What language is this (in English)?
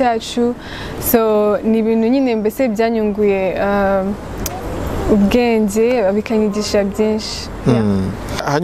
Kinyarwanda